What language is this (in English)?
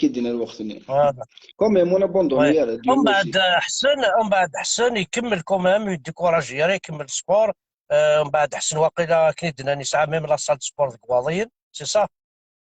Kabyle